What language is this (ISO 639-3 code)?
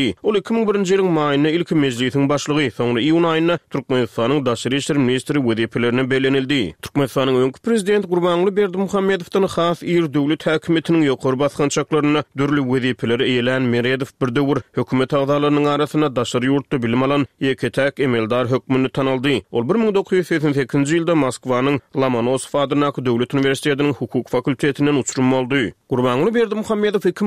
tuk